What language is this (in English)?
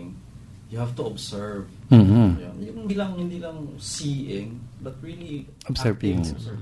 Filipino